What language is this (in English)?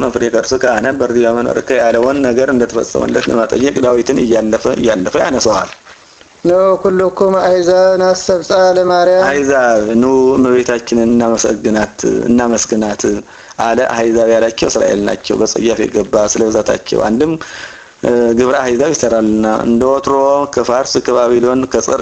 Amharic